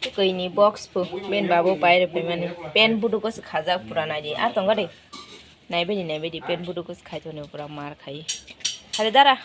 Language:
Kok Borok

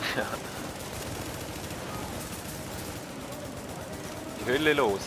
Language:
Swiss German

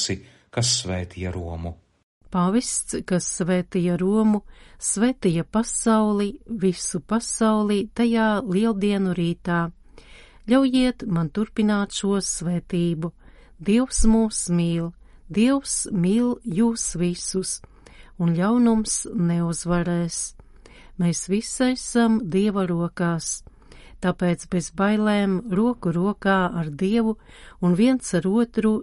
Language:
Latvian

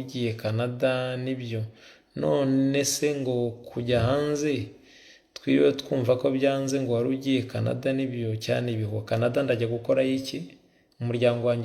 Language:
Kinyarwanda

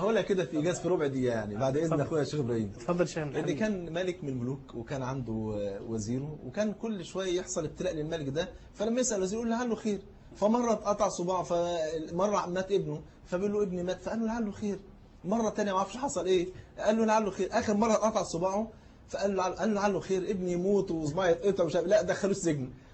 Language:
Egyptian Arabic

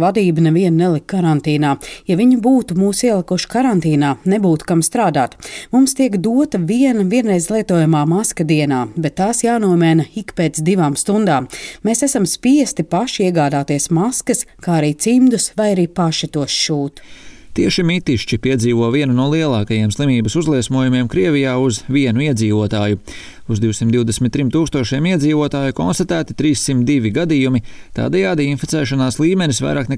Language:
Latvian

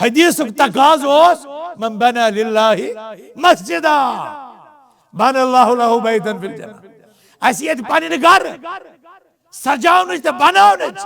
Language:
Kashmiri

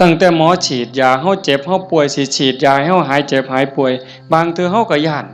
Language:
Northeastern Thai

